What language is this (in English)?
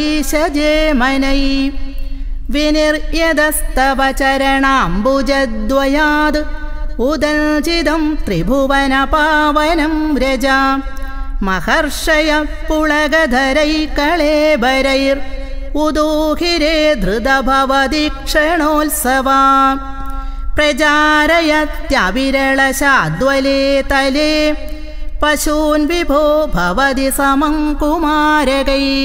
Sanskrit